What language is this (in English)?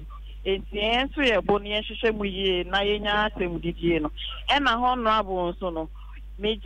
Akan